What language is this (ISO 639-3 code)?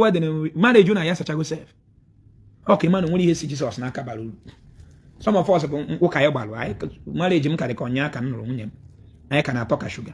ibo